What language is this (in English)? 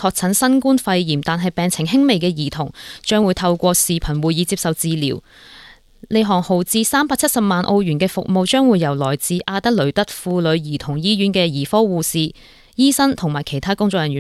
Cantonese